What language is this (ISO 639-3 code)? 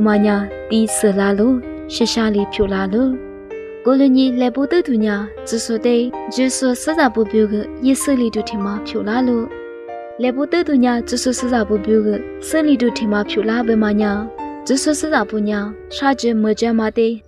lis